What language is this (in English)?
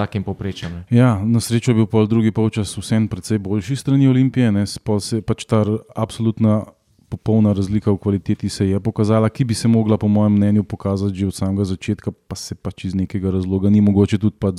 Slovenian